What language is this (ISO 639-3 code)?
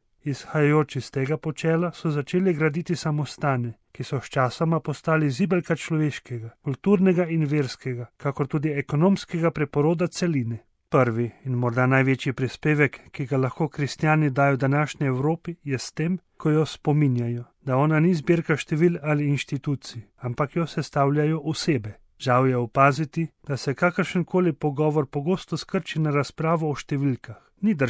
slv